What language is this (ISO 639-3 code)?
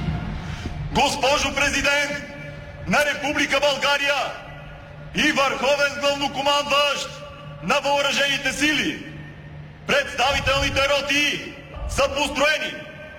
bul